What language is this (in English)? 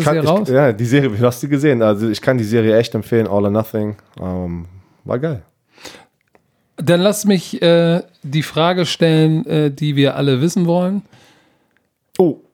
German